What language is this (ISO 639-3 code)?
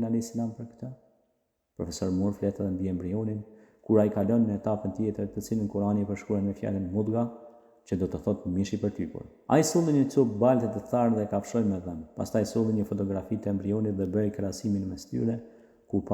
sqi